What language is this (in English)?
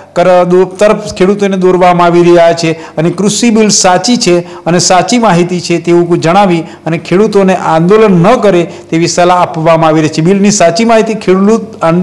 Gujarati